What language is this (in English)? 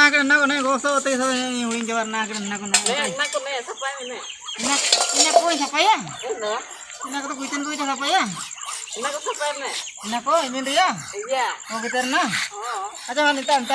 Ho